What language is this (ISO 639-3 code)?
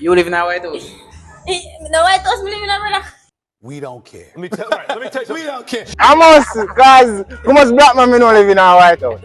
jam